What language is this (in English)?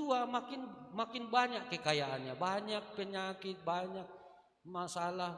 Batak Simalungun